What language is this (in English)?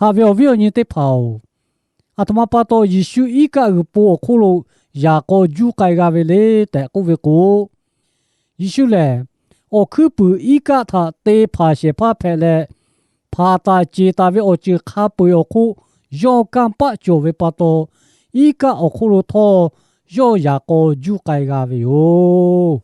Lahu